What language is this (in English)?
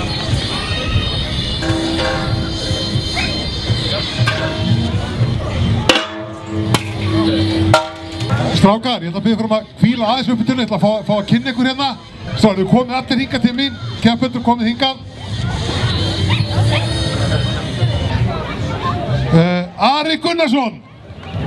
Icelandic